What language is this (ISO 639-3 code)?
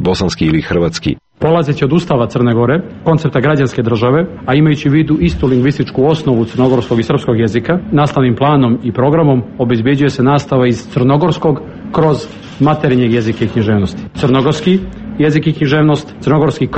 srp